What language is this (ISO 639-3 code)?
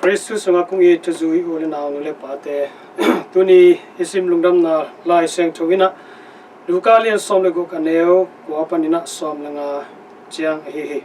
ctd